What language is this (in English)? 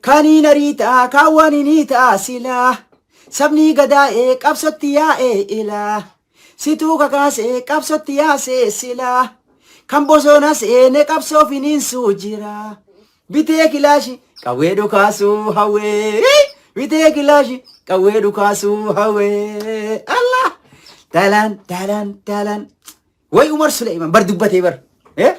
Oromo